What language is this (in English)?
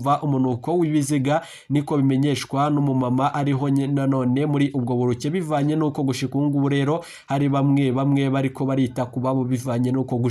Rundi